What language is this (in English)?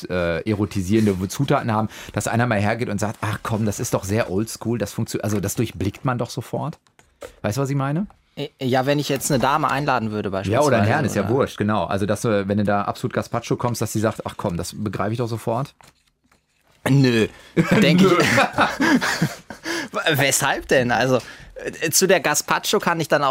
German